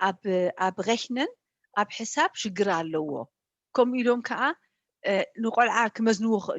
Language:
Tigrinya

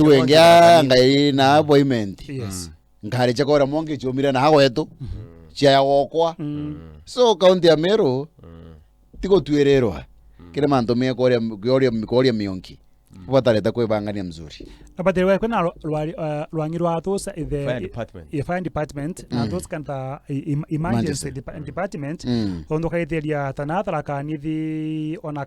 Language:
Meru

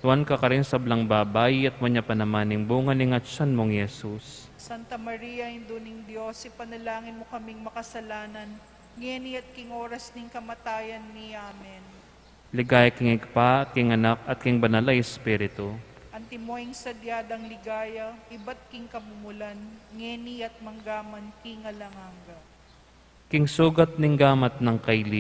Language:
Pampanga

